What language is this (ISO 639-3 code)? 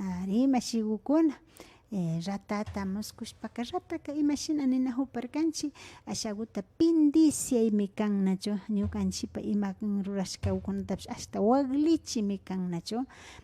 qvi